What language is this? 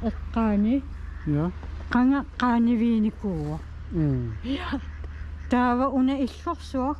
Kalaallisut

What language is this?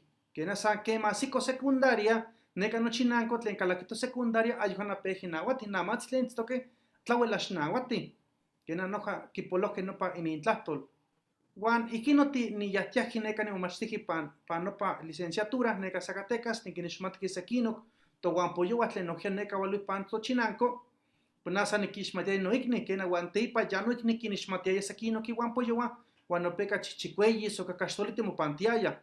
Eastern Huasteca Nahuatl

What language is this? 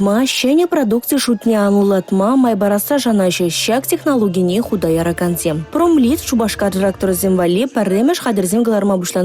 Chuvash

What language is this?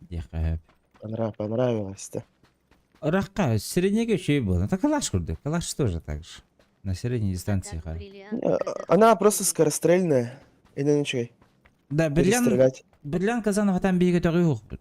Yakut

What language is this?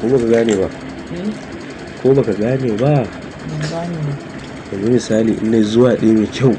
Hausa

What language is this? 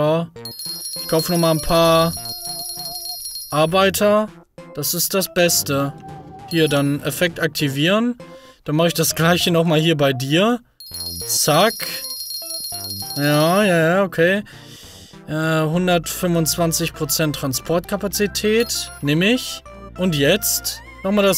German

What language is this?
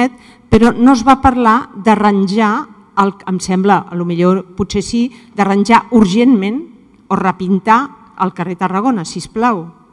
Catalan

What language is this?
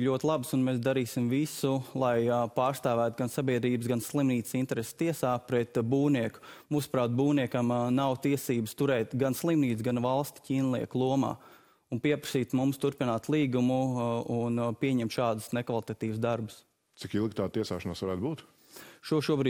Latvian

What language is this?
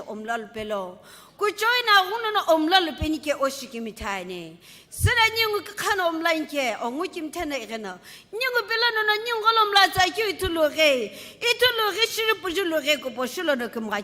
Sumi Naga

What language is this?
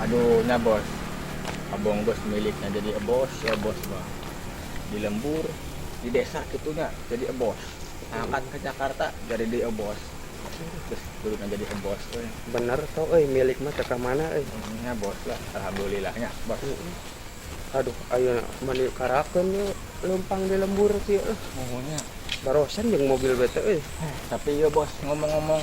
Sundanese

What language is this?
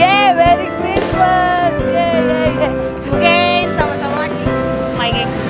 Manado Malay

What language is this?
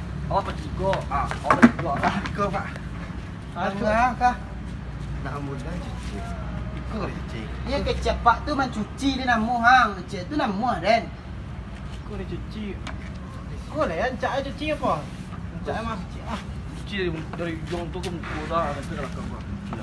Minangkabau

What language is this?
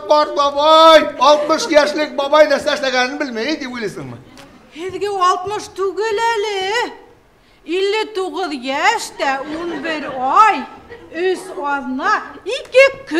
Bashkir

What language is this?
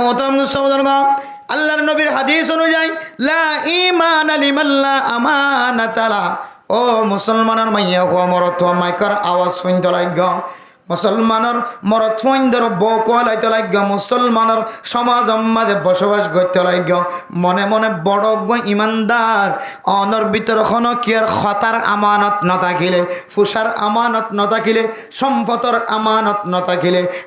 Rohingya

